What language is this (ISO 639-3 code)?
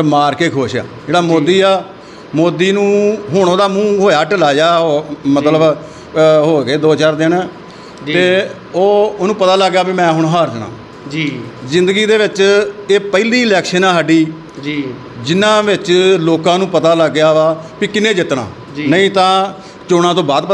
pan